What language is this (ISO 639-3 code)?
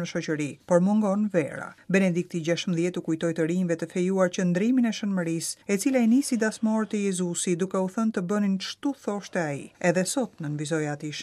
sqi